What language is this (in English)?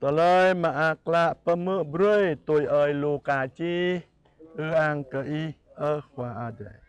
Jarai